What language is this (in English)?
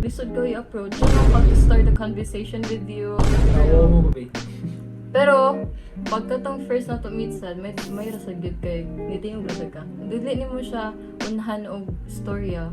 Cebuano